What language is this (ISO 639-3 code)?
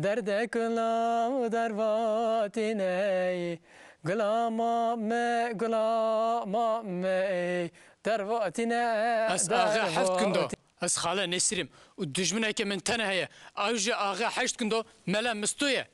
kur